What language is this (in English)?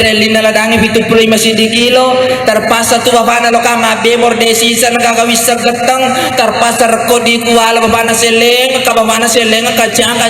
Buginese